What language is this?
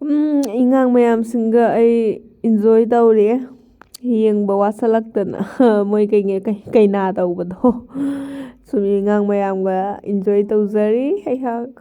Manipuri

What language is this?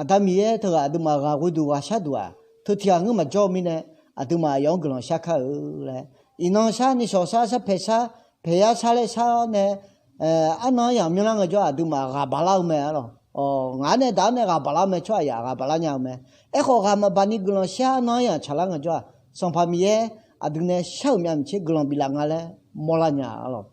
Akha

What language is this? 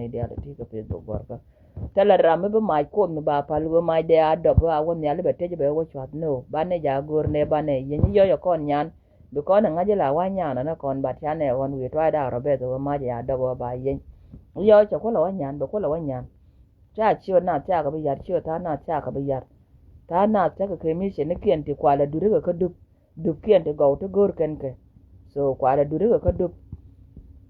Nuer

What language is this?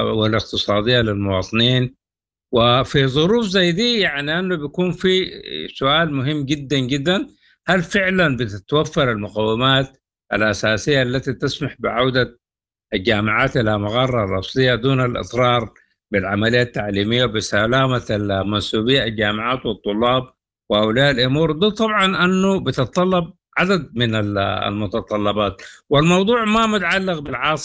Sudanese Arabic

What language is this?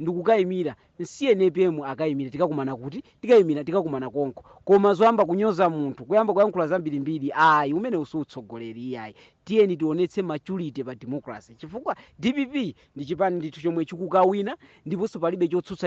Nyanja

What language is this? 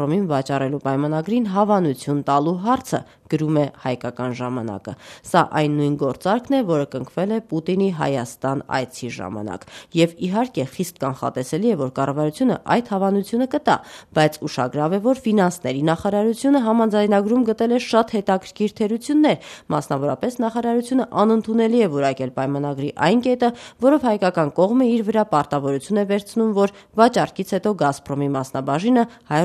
Armenian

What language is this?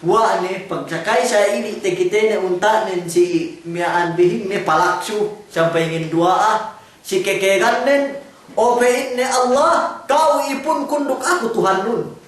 Yakan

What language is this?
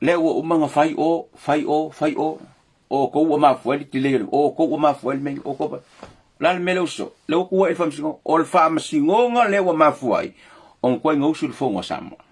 Samoan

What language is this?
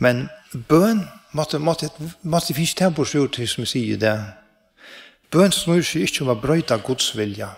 Faroese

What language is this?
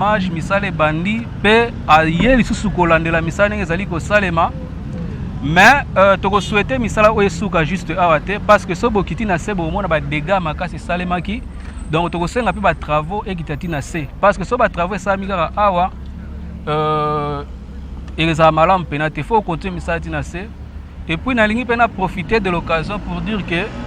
Lingala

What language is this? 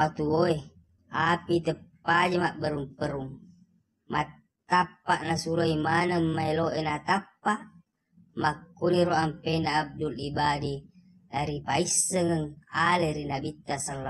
Buginese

